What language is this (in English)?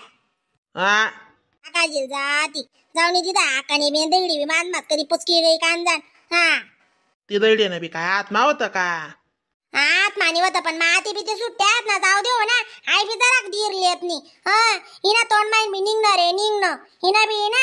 Khandesi